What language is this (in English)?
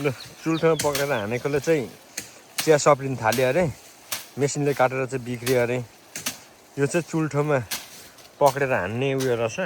Nepali